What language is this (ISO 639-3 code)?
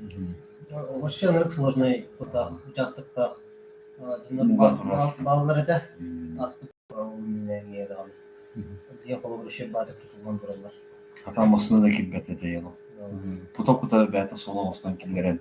sah